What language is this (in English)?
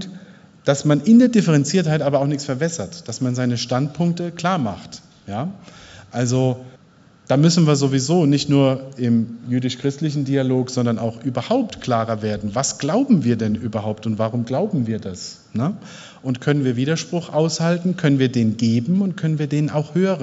German